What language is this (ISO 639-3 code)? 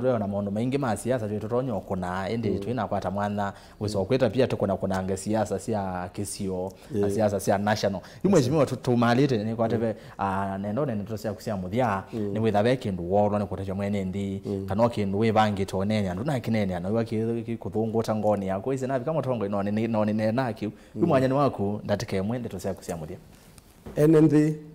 kam